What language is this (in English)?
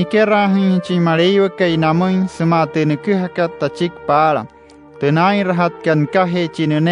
Wayuu